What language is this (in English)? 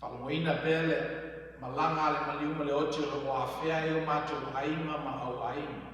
Samoan